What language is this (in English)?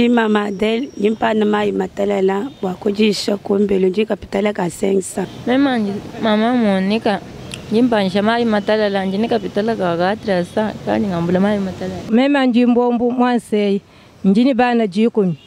Luba-Lulua